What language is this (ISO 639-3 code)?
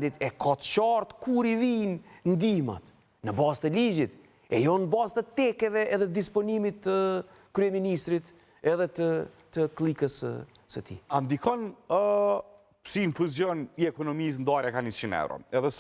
sqi